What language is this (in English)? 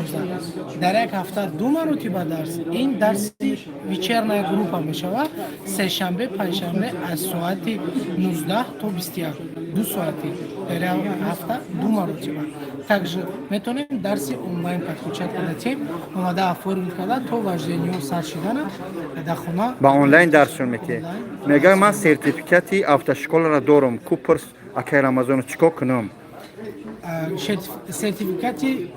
Tajik